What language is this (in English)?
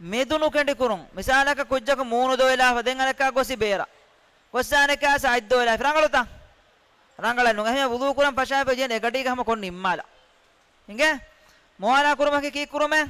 Divehi